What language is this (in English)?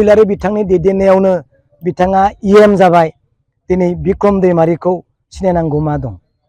Bodo